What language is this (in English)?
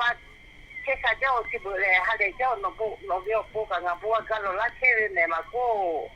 Lahu